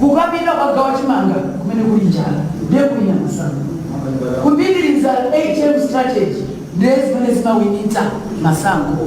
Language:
Nyanja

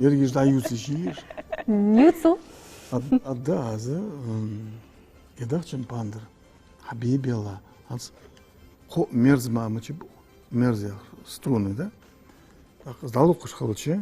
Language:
Ingush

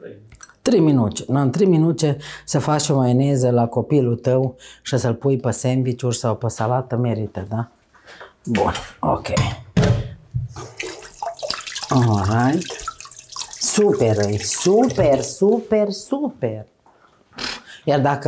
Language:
Romanian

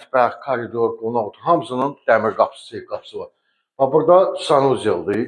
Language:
Azerbaijani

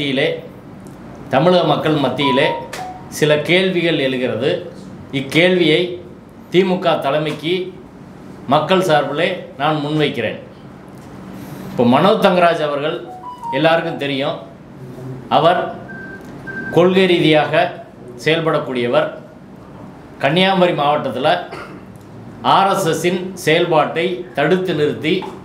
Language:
Tamil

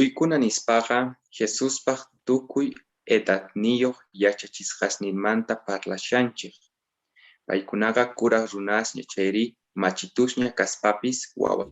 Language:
Quechua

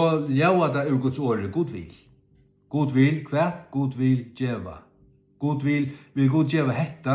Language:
Faroese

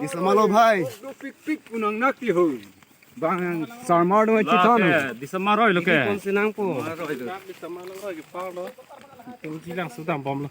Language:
Karbi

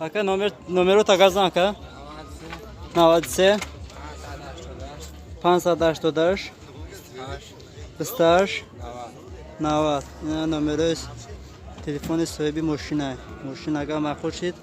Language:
Tajik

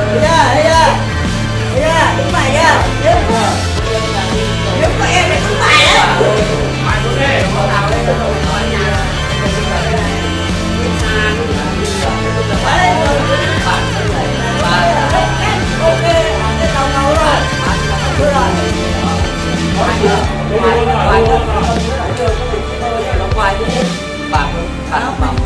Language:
Vietnamese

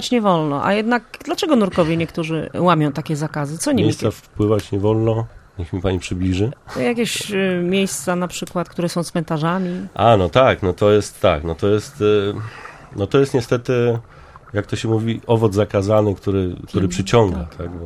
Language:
Polish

